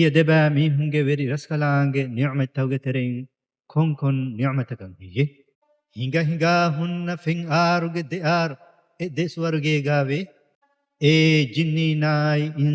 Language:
Divehi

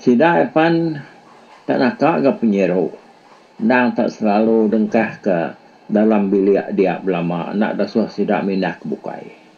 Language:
Iban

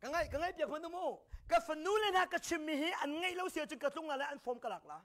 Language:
Hakha Chin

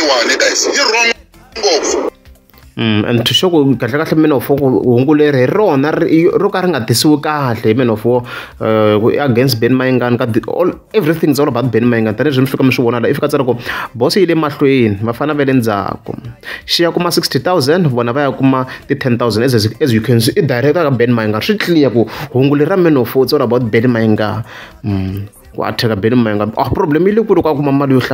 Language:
Tsonga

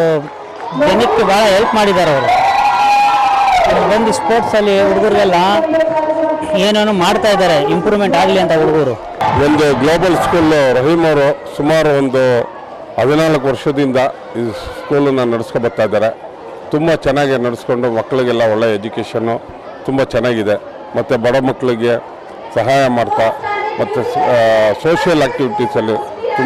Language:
Kannada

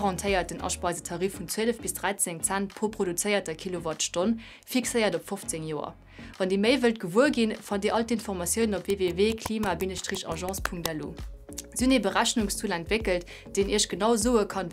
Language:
Luxembourgish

